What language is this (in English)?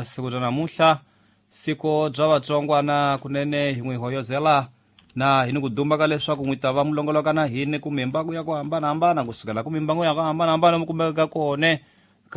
Tsonga